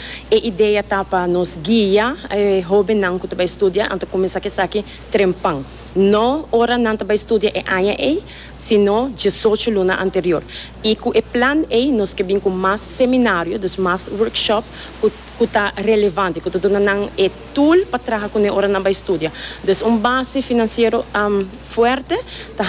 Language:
Papiamento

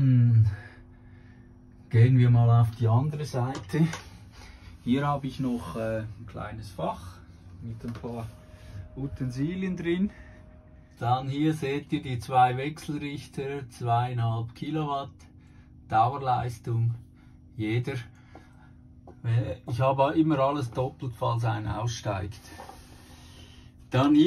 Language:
German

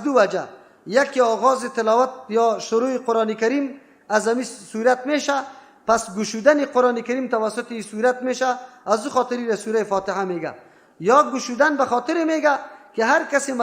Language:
Persian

